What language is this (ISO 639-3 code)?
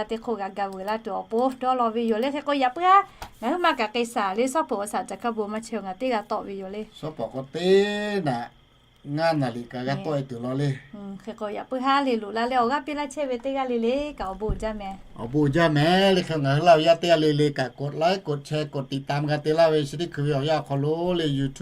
lhu